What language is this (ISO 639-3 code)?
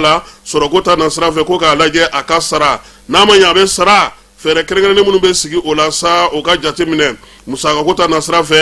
bam